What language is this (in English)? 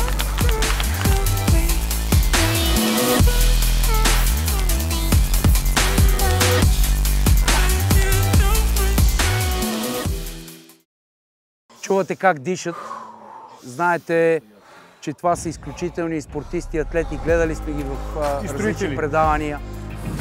Bulgarian